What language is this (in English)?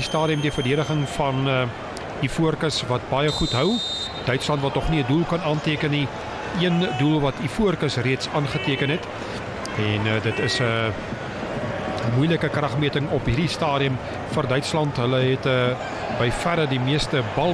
Afrikaans